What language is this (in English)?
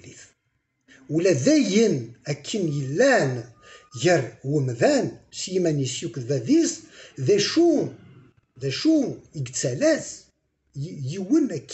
Kabyle